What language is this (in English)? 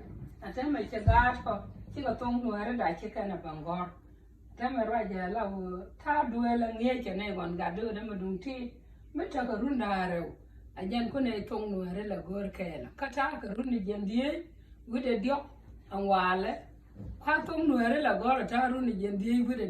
Nuer